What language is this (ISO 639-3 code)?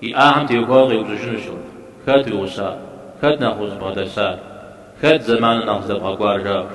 kbd